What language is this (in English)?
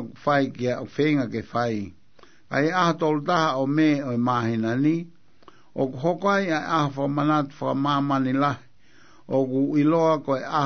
Tongan